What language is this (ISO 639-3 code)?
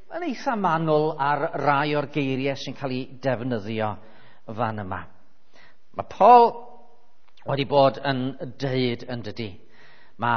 cym